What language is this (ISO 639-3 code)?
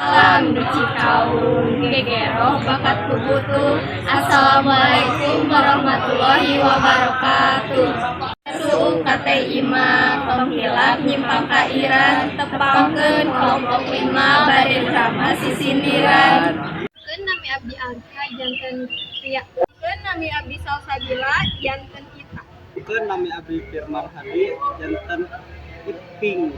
sun